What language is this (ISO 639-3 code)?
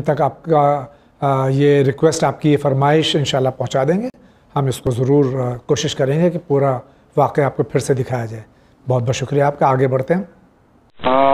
urd